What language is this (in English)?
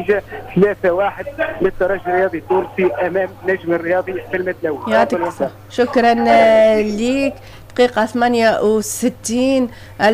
Tunisian Arabic